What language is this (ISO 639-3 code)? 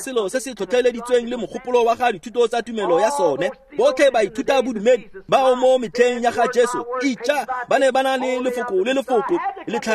tsn